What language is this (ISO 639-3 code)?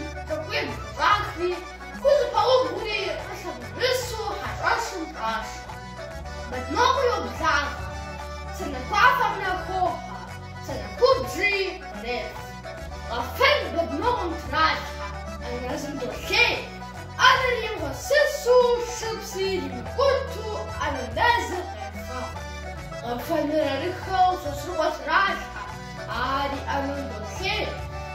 kbd